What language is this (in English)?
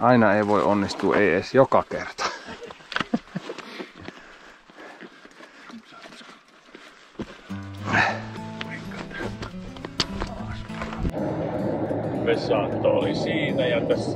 Finnish